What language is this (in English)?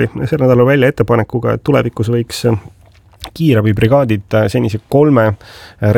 Estonian